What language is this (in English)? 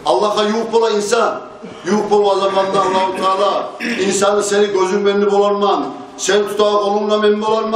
Kumyk